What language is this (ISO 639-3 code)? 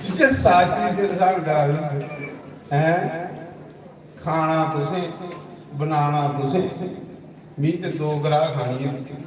doi